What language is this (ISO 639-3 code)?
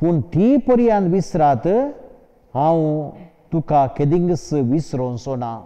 kok